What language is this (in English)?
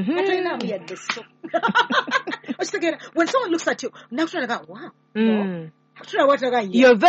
Ganda